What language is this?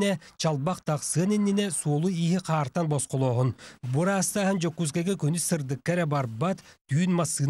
Yakut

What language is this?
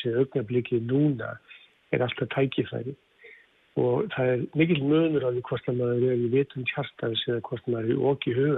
Icelandic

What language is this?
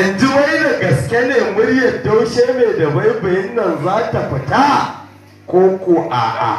Hausa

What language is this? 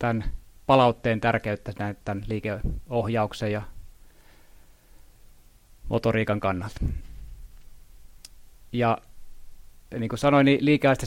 Finnish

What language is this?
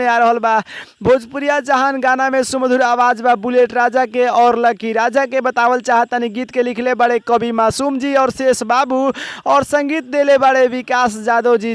Bhojpuri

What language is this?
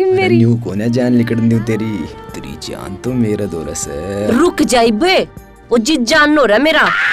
Haryanvi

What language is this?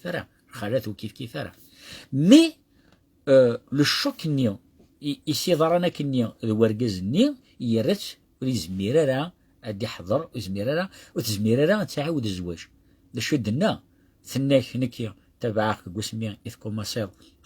Kabyle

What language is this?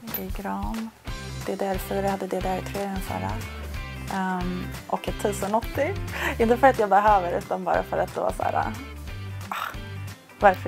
Swedish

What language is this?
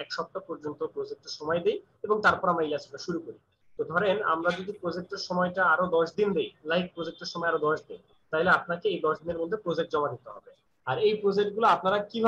Bangla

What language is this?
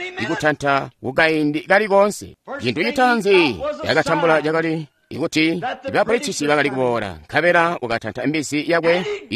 Tonga (Zambia)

